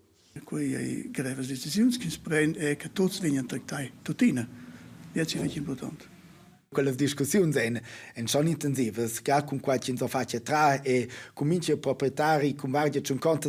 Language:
Romansh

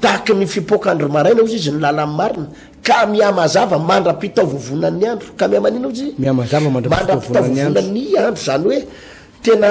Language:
Malagasy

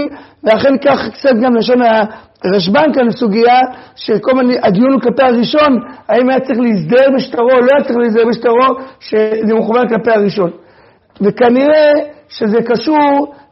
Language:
Hebrew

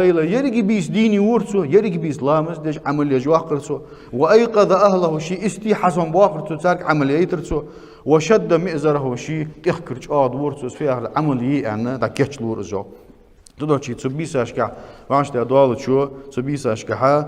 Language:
Ingush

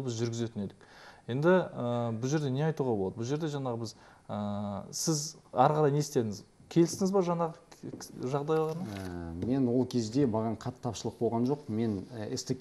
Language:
Kazakh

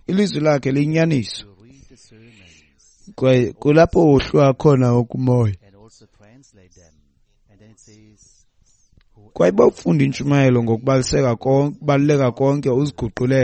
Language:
Xhosa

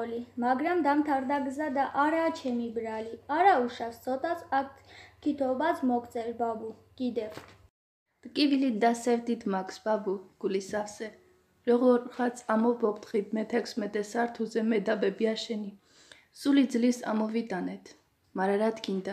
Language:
Georgian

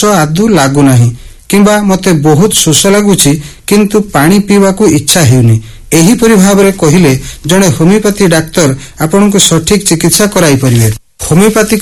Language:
Odia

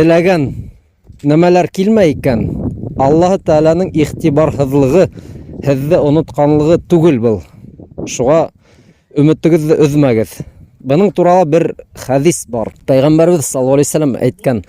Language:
Bashkir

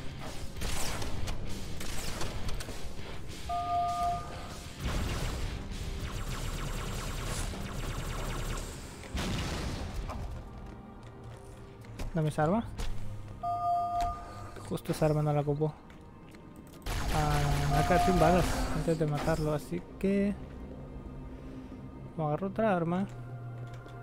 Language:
Spanish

